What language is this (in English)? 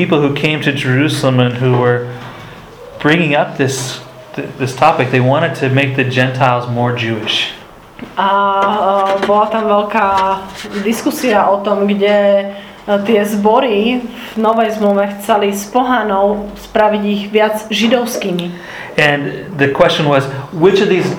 Slovak